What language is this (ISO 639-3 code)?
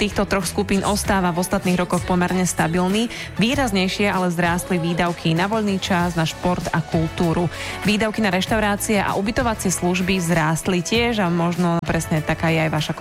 slk